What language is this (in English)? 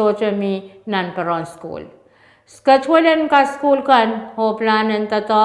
Pohnpeian